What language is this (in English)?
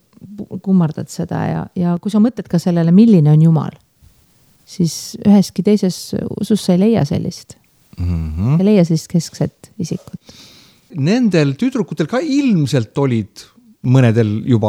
Estonian